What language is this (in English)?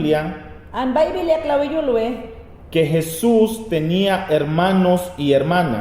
Mayangna